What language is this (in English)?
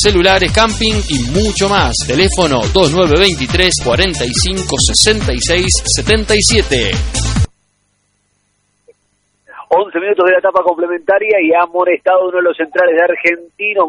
Spanish